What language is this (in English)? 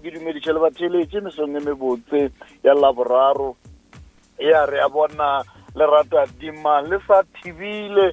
Northern Sotho